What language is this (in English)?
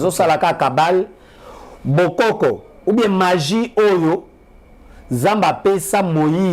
Lingala